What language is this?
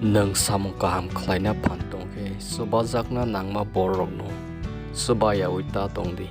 Kok Borok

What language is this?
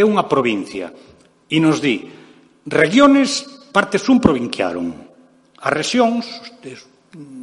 Galician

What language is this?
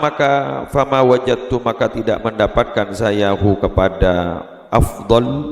Madurese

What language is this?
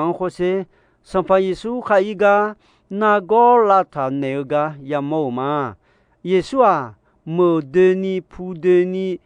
Akha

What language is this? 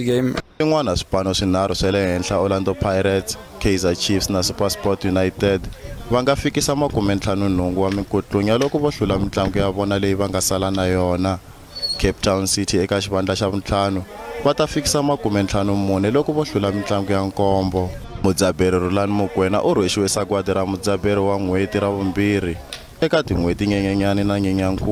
Tsonga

